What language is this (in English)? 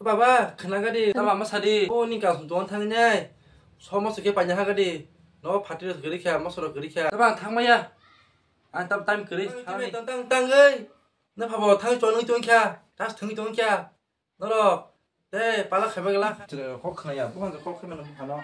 Kok Borok